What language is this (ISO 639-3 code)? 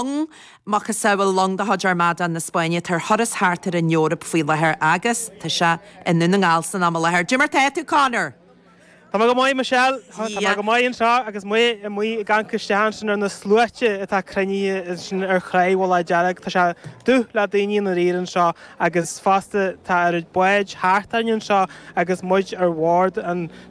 gle